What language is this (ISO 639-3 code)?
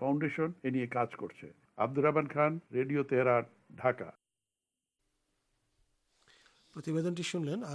ben